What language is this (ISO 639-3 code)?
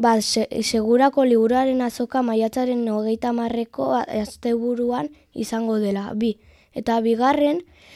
eus